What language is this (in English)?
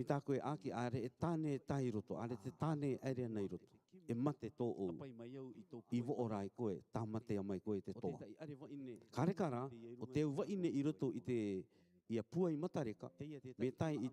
Rarotongan